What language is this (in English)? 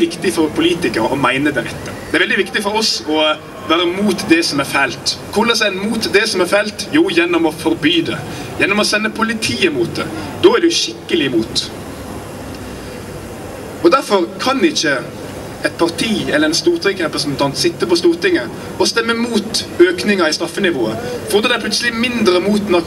Norwegian